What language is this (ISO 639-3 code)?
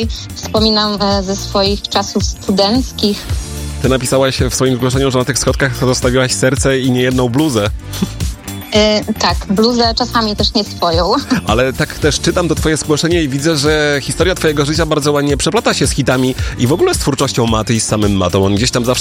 pol